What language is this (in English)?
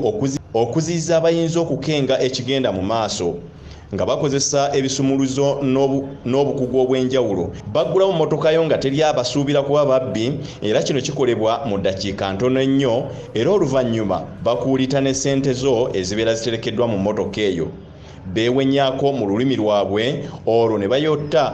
Ganda